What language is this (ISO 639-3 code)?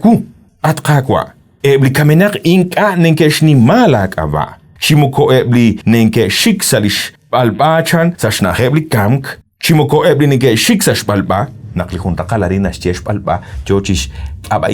kek